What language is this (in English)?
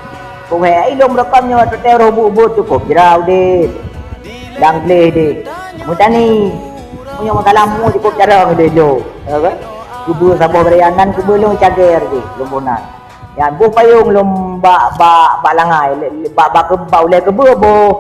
Achinese